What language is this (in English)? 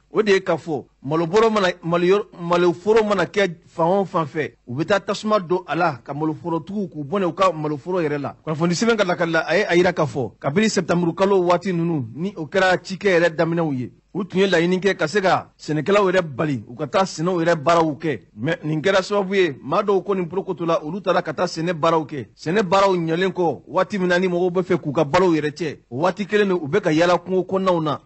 Bambara